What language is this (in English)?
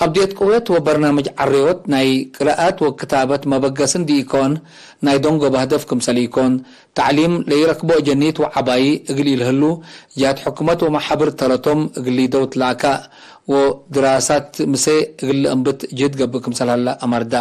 Tigre